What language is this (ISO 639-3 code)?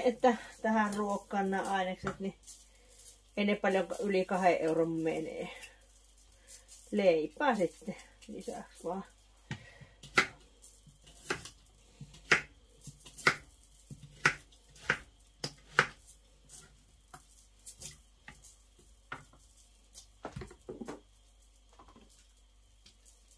fin